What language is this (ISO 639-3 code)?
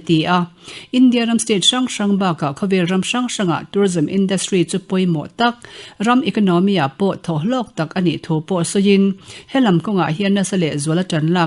lus